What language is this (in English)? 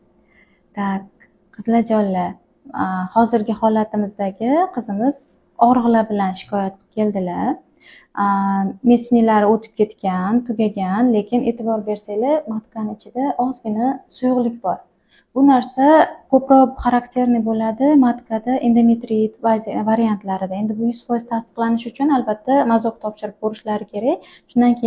Uzbek